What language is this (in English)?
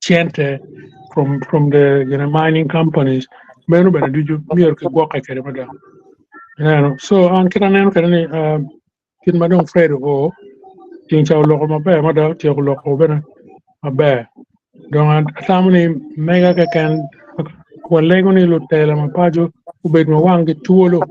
Acoli